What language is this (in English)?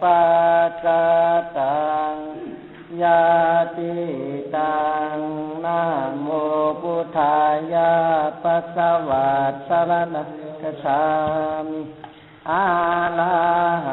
Pali